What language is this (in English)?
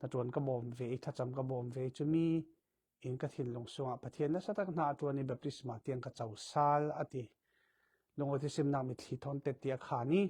Falam Chin